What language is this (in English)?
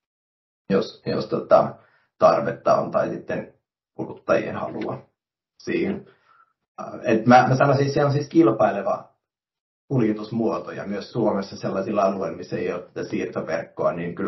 Finnish